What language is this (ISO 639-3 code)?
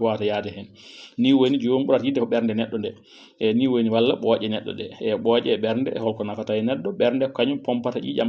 ful